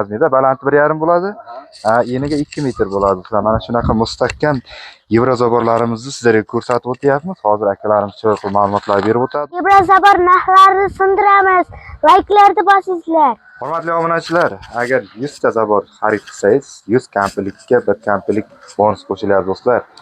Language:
Uzbek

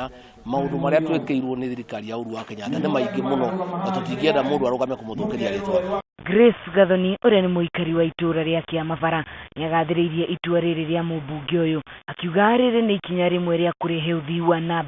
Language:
Kikuyu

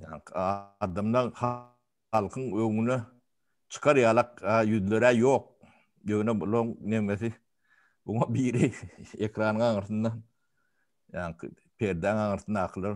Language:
Turkmen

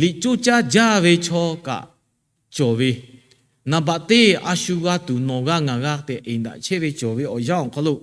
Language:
Lahu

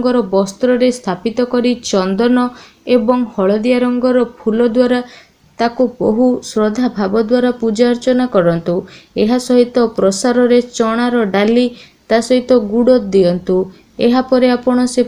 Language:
Odia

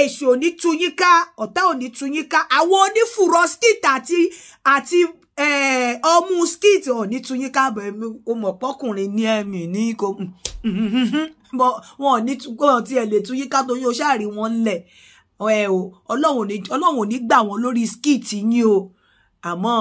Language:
Yoruba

